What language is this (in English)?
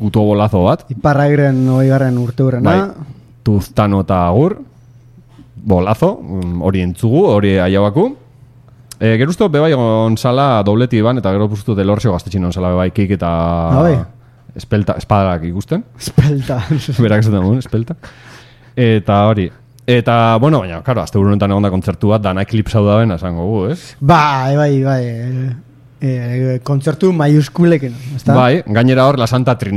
Basque